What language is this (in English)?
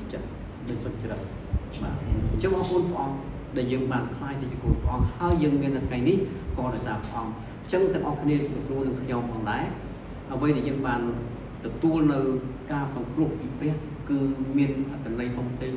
Khmer